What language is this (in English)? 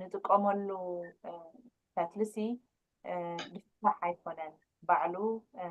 Tigrinya